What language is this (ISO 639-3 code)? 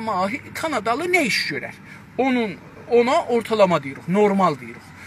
azb